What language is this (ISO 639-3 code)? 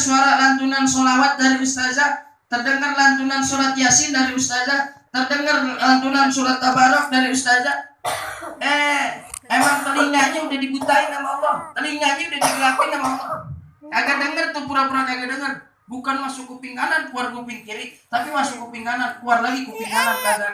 bew